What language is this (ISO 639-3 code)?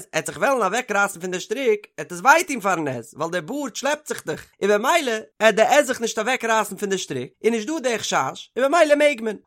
yid